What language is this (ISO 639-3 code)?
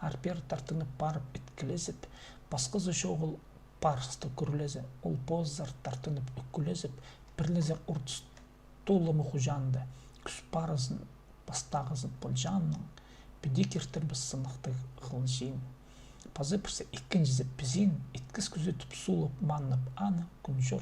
kjh